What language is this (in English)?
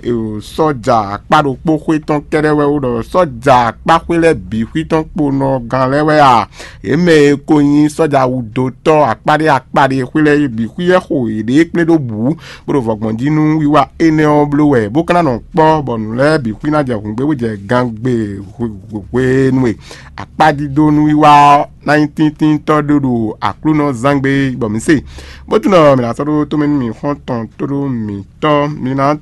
Fon